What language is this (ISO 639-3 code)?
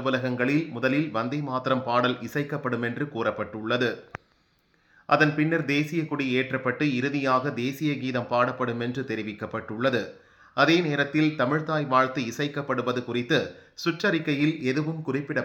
tam